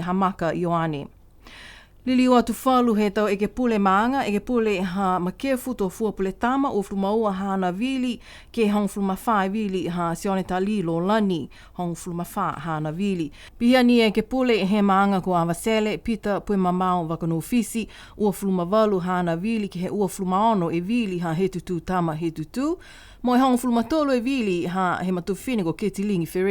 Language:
Niuean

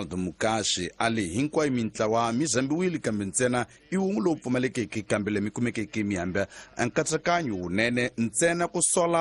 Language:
Tsonga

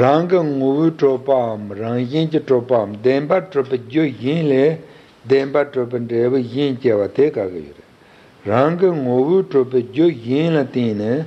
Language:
Tibetan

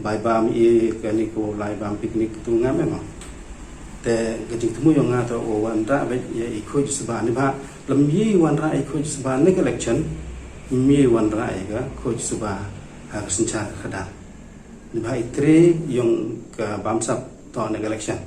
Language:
Pnar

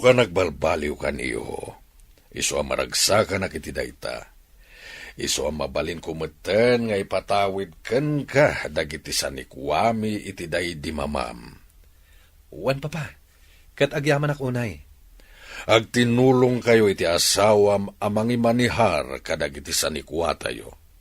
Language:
Iloko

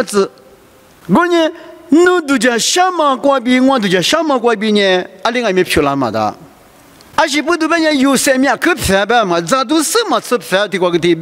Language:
Lisu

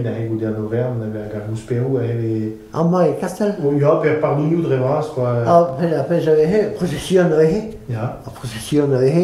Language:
Breton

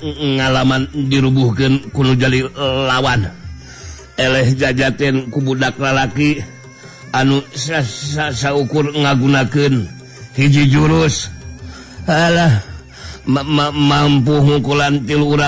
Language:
Sundanese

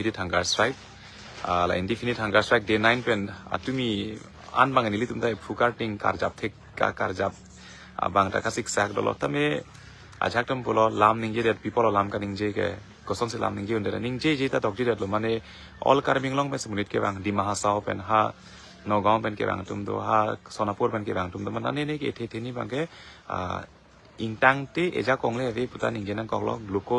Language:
Karbi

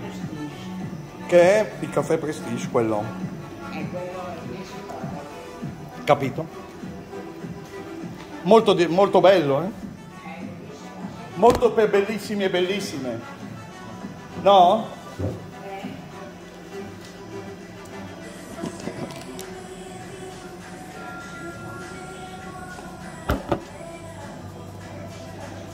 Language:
Italian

